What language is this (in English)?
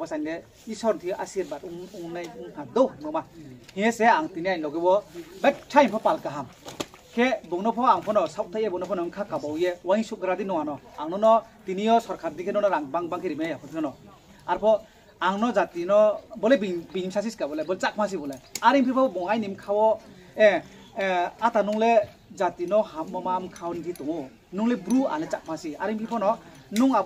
Riang (India)